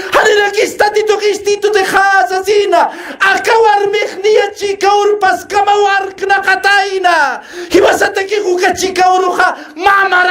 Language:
Aymara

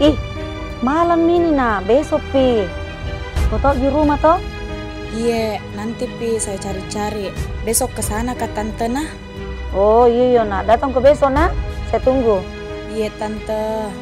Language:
Makassar Malay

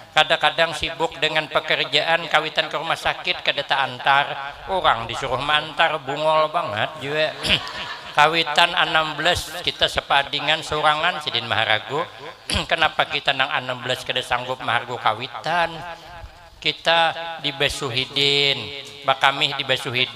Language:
Banjar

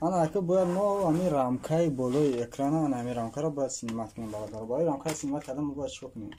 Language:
Tajik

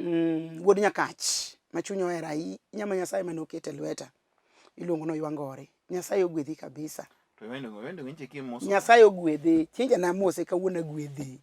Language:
Luo (Kenya and Tanzania)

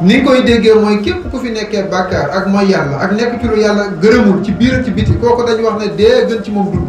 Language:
Wolof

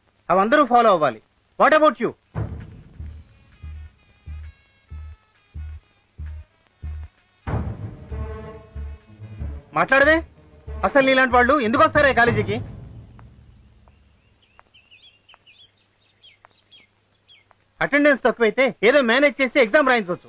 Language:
Telugu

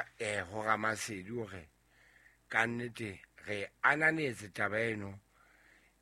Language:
Southern Sotho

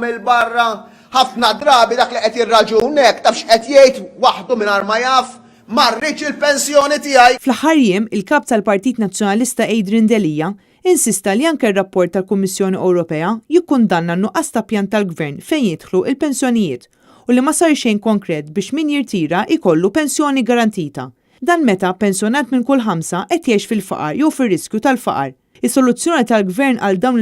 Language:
Maltese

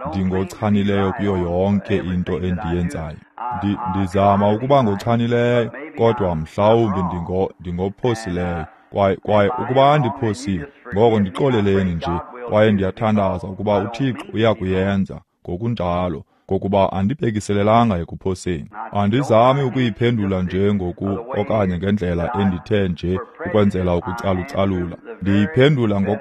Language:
Xhosa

